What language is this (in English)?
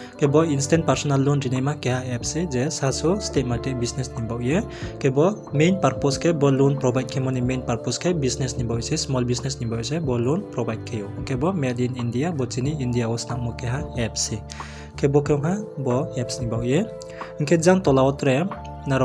Riang (India)